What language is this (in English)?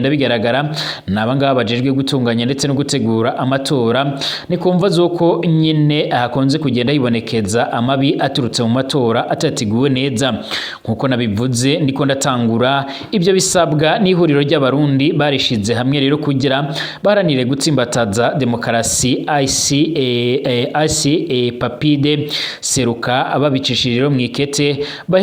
Rundi